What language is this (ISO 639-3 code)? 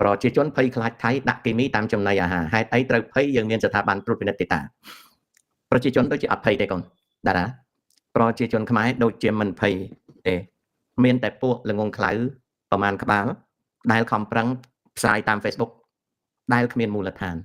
khm